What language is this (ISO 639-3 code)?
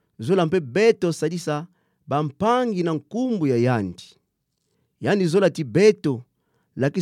ktu